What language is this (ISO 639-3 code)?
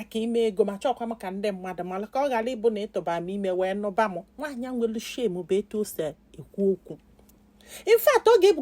ibo